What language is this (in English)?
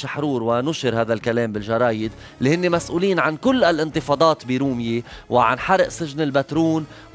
North Levantine Arabic